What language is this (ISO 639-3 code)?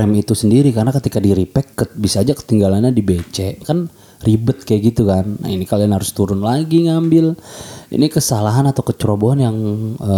ind